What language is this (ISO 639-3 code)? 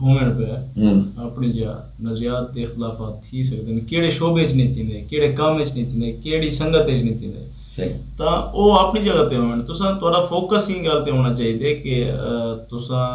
skr